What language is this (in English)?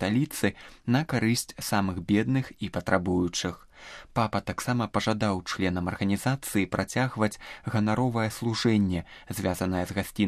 Belarusian